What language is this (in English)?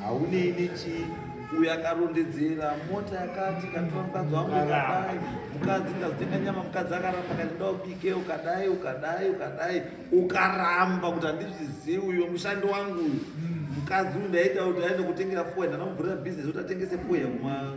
Shona